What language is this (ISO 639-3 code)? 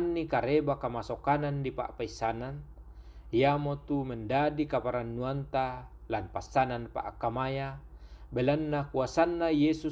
sda